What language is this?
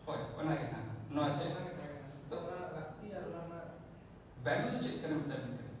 Santali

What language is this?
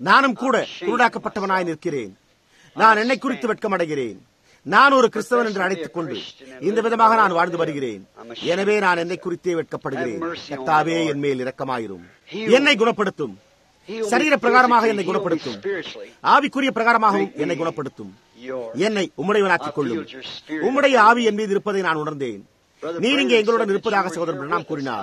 Tamil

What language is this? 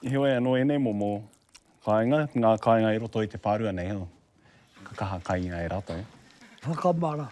Māori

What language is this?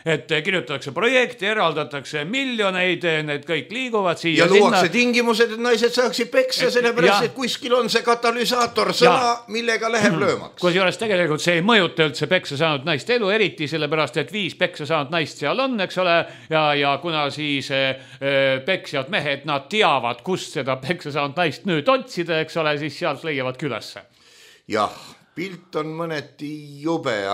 Estonian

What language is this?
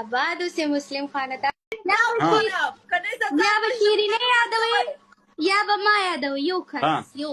Pashto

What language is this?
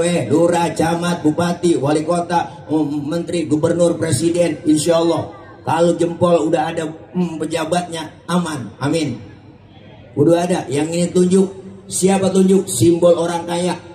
Betawi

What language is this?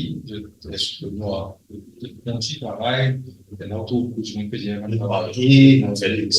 Morisyen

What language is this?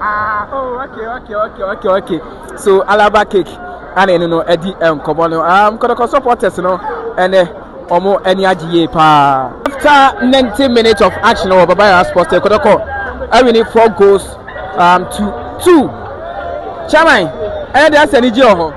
Akan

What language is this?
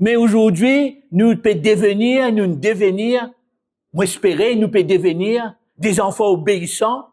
Morisyen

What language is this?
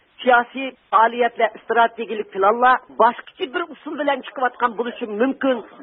Uyghur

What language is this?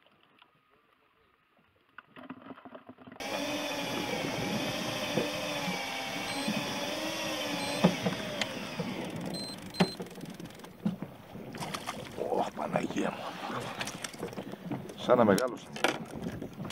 Greek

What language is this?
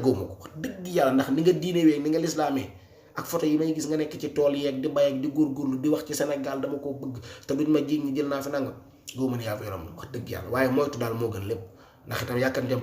Wolof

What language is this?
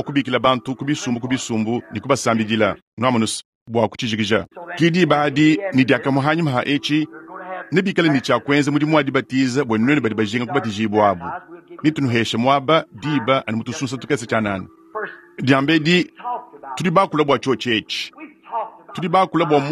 Luba-Lulua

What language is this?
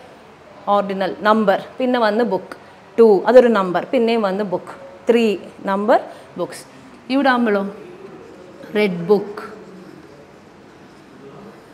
Malayalam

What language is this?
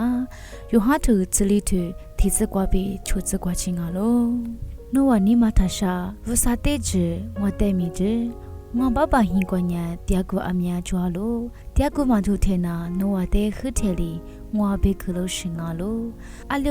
Lisu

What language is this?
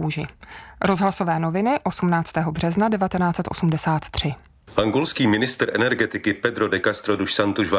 Czech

